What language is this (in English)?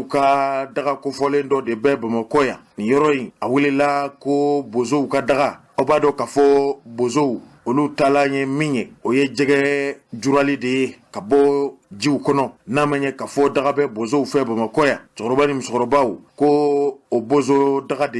Bambara